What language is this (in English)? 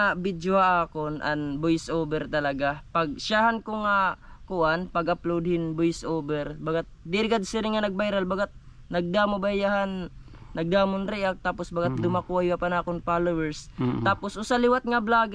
Waray